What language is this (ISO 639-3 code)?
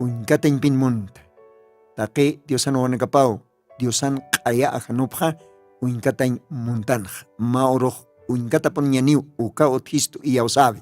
aym